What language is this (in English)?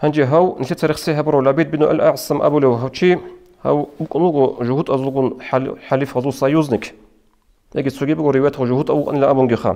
Avaric